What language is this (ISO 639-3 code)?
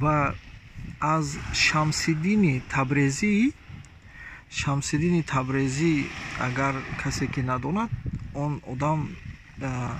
tgk